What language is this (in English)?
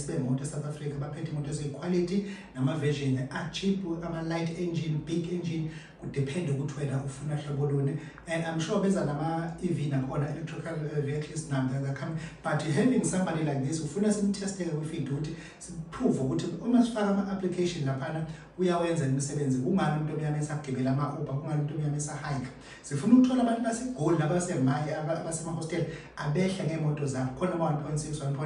Zulu